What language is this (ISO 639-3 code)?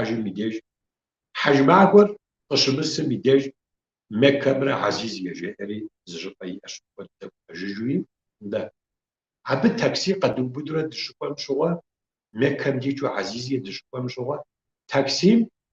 kbd